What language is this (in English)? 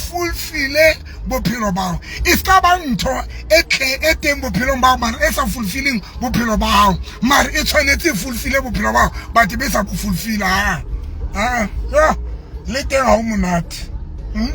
Southern Sotho